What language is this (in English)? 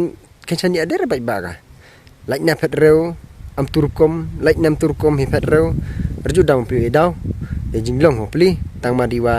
Pnar